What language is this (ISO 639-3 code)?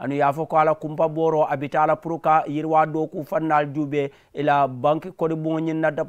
man